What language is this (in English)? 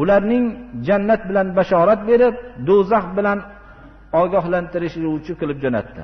Uzbek